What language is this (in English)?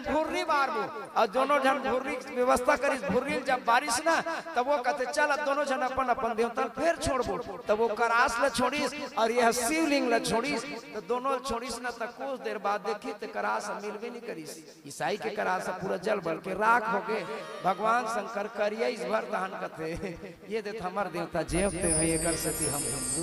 Chhattisgarhi